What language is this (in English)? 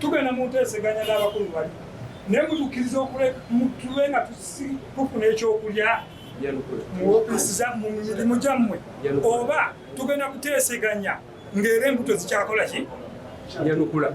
Ganda